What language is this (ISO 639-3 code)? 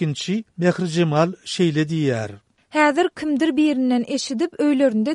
tuk